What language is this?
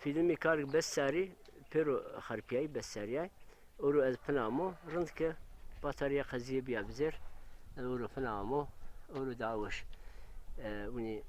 Zaza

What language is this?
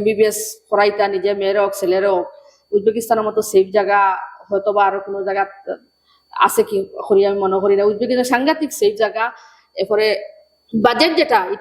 Sylheti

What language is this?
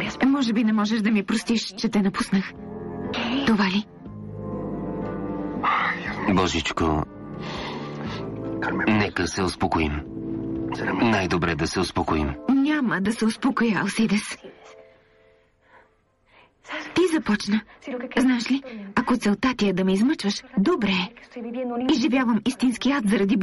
Bulgarian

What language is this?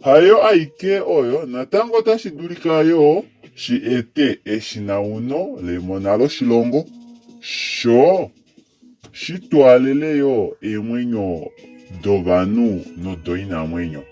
Kuanyama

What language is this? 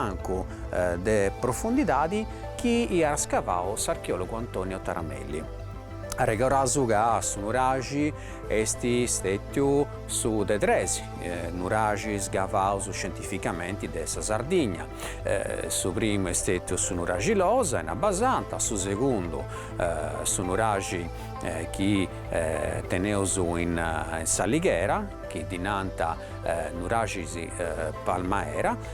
Sardinian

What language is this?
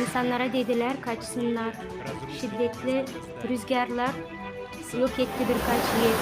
Gagauz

